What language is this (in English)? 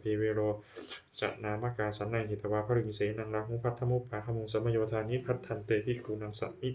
Pali